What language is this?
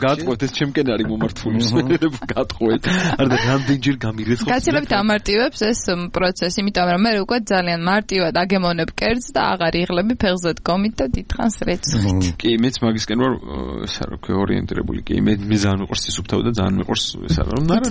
Georgian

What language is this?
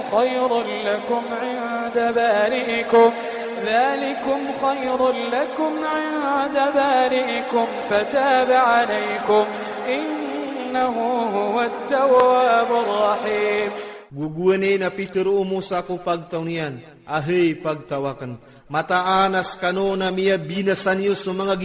Iranun (Philippines)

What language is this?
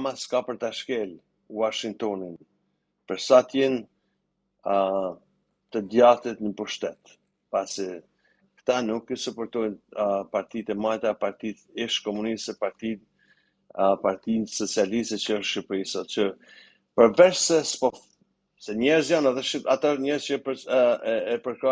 Albanian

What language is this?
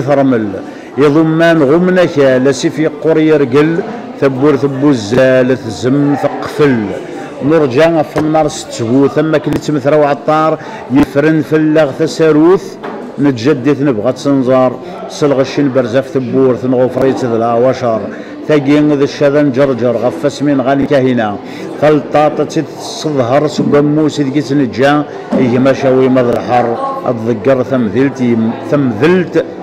Kabyle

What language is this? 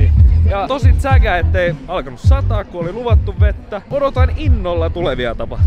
Finnish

